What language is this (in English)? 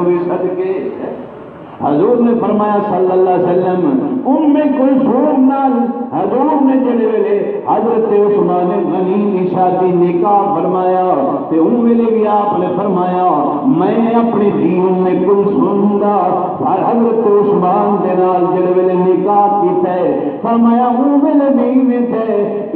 Saraiki